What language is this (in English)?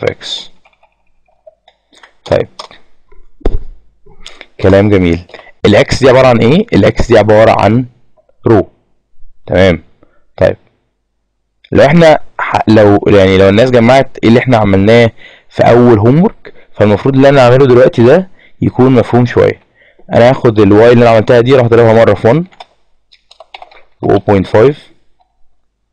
Egyptian Arabic